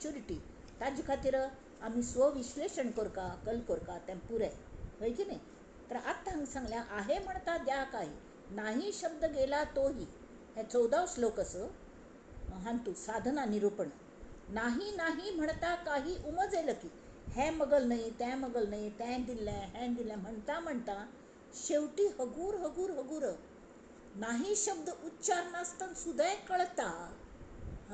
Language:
Konkani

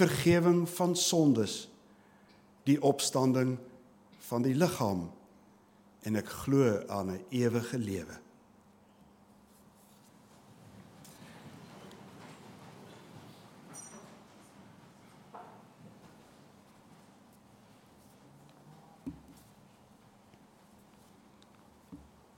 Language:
Afrikaans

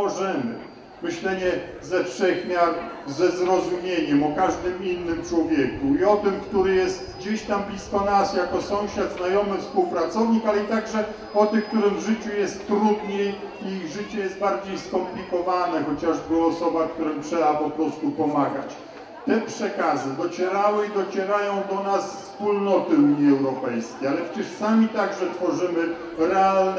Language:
Polish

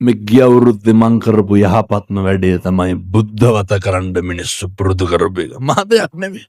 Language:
Sinhala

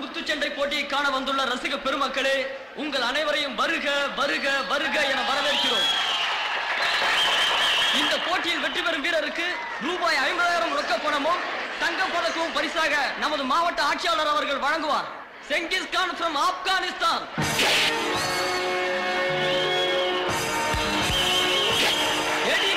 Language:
Tamil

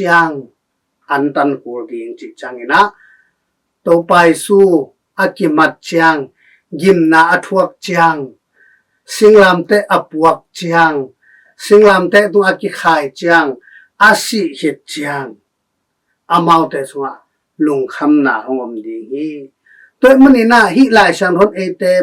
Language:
Tedim Chin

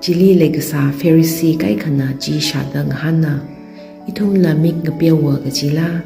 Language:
Tangkhul Naga (India)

